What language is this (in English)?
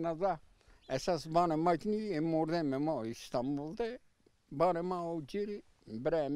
Zaza